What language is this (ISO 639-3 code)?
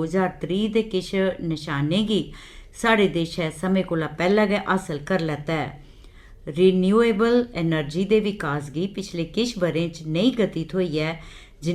doi